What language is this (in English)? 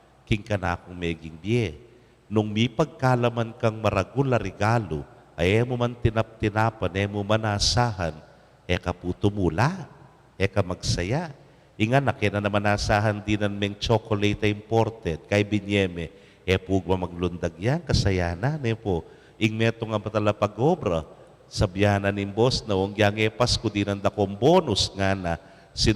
Pampanga